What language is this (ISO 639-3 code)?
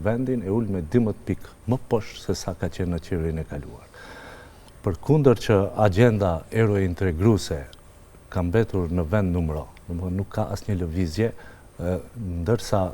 sqi